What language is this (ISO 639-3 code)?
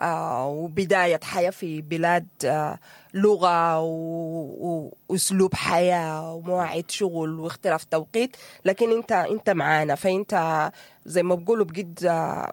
apd